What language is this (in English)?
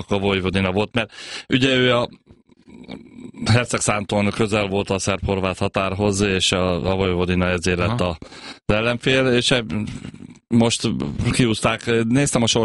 Hungarian